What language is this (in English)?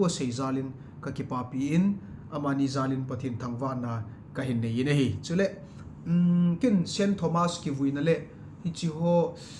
Thado Chin